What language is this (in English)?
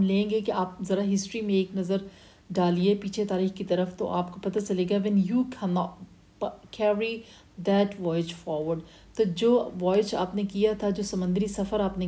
Urdu